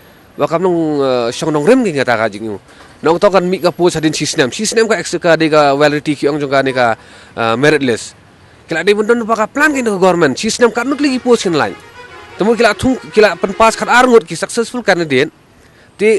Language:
Khasi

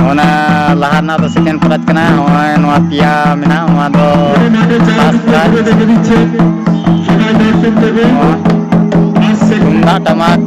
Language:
Santali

